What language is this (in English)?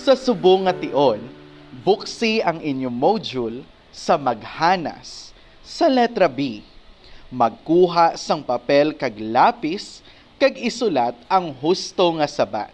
Hiligaynon